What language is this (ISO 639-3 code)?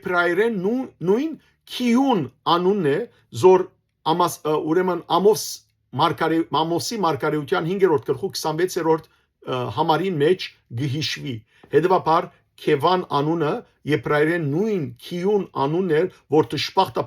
hyw